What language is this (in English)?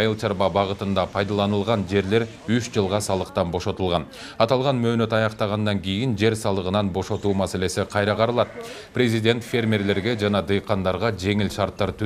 Kyrgyz